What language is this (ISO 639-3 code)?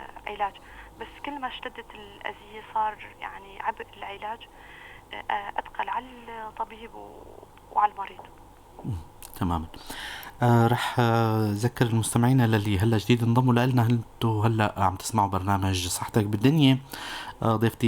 apc